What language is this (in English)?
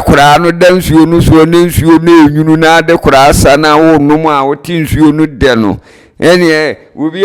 Akan